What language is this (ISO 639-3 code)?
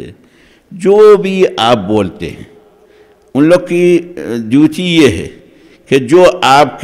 urd